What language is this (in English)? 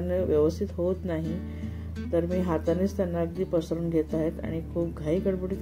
Marathi